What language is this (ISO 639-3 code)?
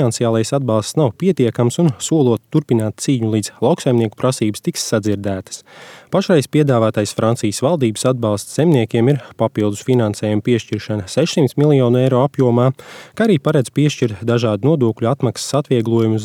lav